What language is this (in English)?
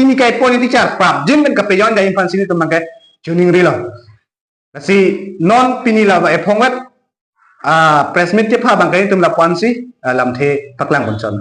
Karbi